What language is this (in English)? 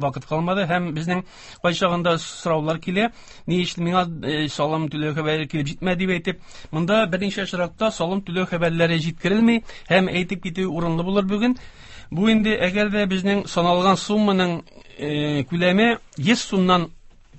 Tatar